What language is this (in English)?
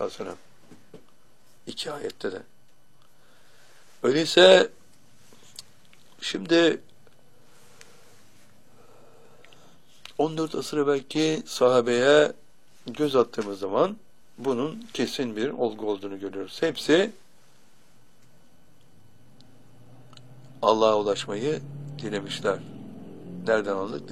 Turkish